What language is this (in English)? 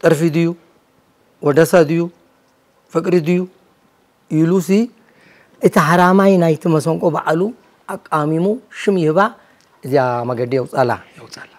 Tigrinya